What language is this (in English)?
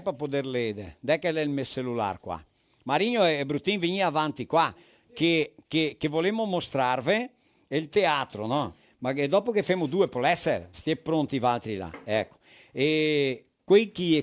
Venetian